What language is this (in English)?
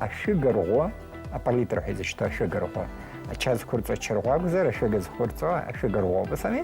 Abkhazian